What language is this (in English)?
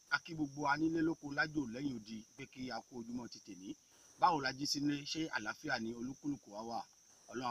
Yoruba